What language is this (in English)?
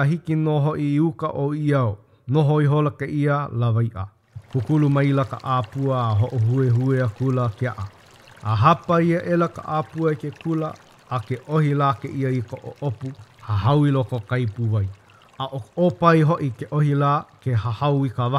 Hawaiian